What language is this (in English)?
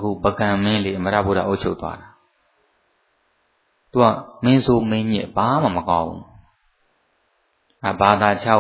Burmese